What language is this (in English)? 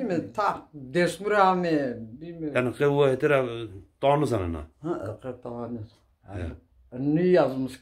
Zaza